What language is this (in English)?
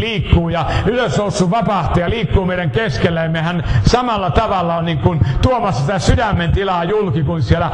Finnish